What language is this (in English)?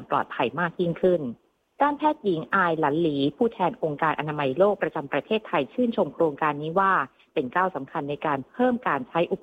Thai